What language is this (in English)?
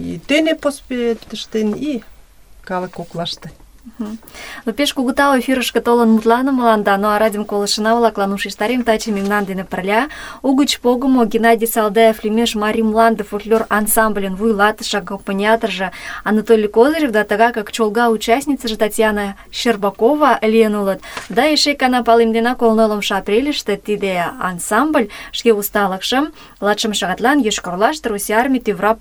Mari